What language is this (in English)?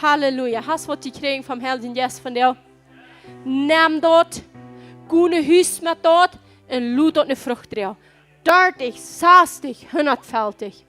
Plautdietsch